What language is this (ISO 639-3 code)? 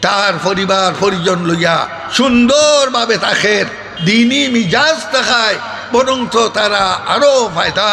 syl